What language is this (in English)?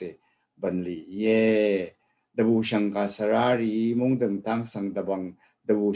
Rawang